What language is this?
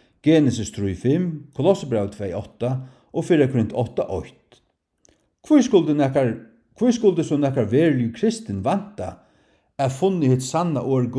Faroese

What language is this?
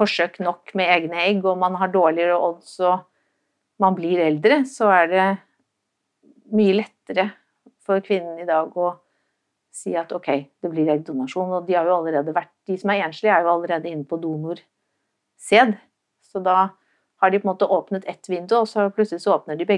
Norwegian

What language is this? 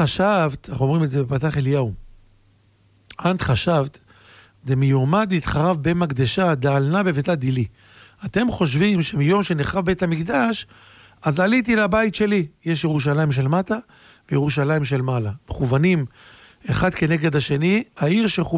Hebrew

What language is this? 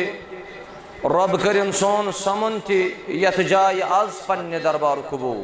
Kashmiri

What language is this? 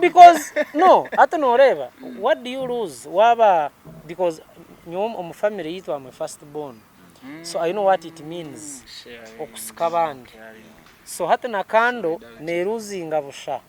Nyankole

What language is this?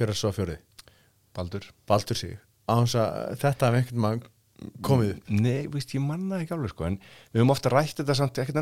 Icelandic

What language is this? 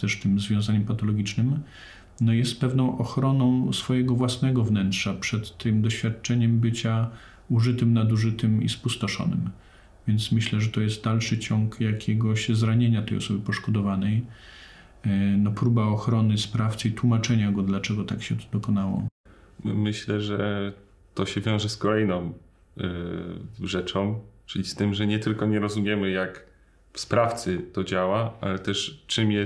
Polish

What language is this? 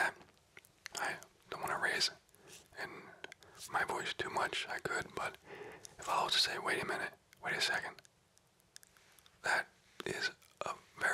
English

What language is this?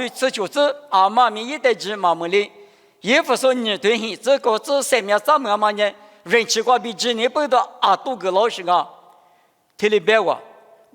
Lisu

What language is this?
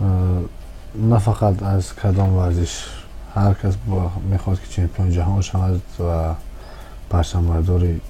Tajik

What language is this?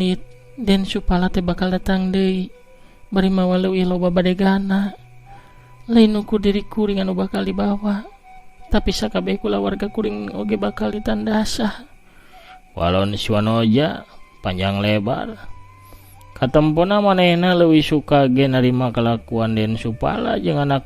Sundanese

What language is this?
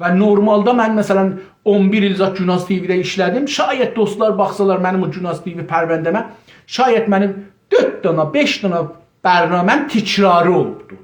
South Azerbaijani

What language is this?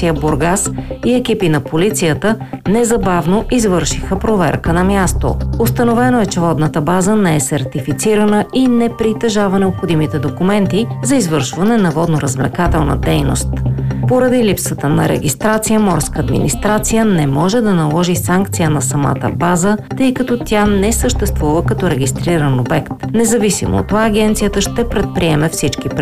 Bulgarian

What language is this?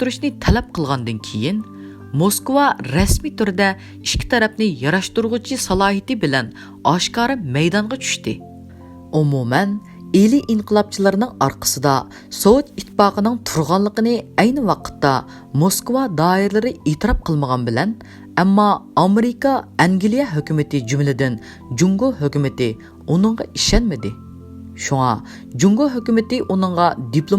Uyghur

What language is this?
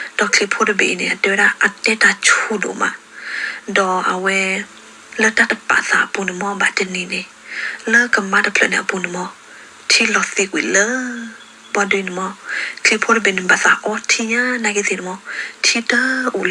S'gaw Karen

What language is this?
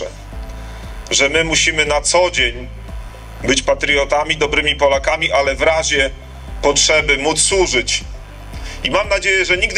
Polish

